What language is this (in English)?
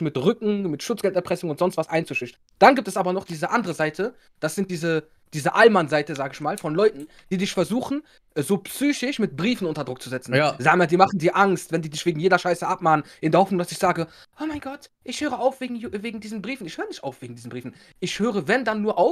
German